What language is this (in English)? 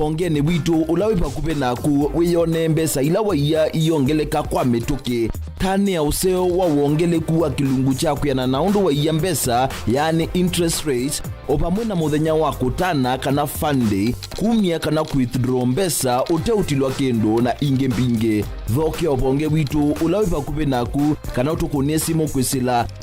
Kamba